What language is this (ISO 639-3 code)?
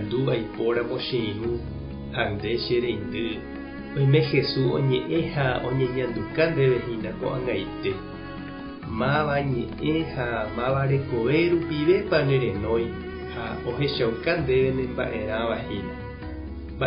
grn